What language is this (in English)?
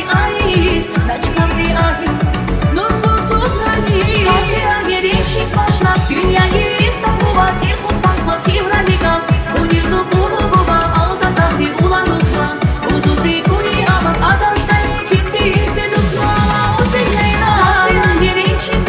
Tabassaran